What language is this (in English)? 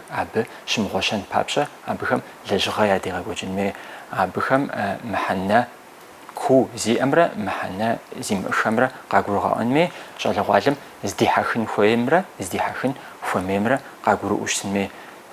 Kabardian